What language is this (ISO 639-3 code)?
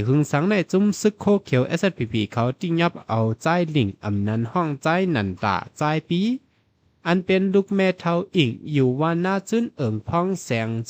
shn